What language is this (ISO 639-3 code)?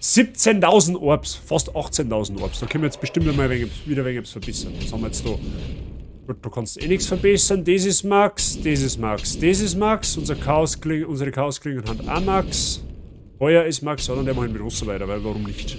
bar